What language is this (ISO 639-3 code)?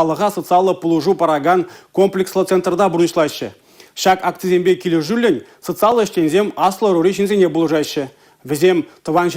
chv